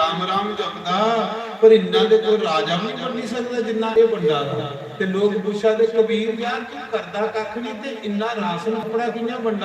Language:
Dogri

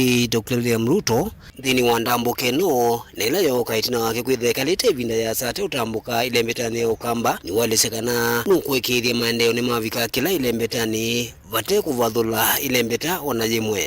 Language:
Kamba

